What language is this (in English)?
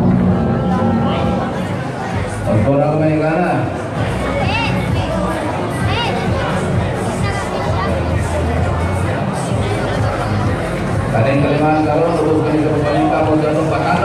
Cebuano